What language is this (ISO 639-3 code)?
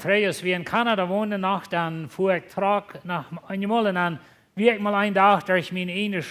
pdt